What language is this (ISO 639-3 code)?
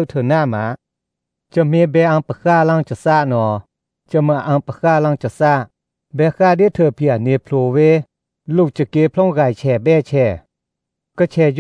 tha